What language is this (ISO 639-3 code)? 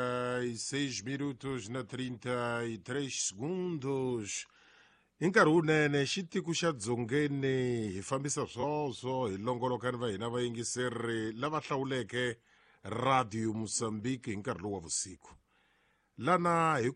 tso